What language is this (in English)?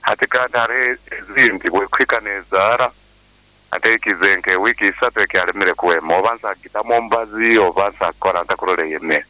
Nyoro